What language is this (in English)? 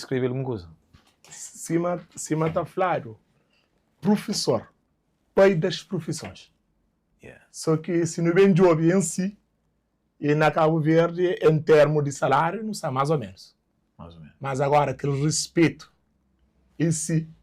Kabuverdianu